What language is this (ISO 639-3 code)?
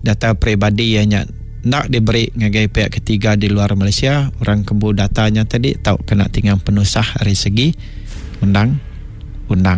iba